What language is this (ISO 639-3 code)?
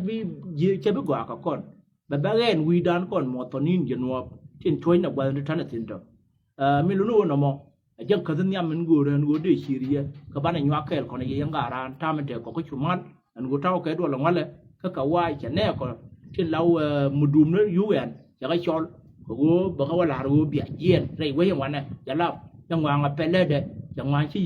nus